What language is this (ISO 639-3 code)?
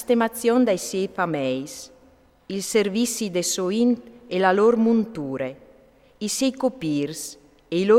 fur